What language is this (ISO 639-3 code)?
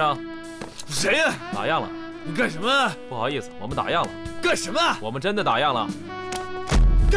zho